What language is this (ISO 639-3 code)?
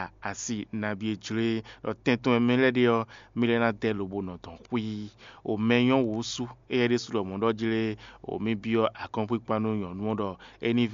fon